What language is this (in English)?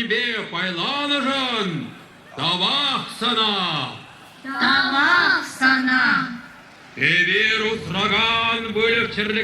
Chuvash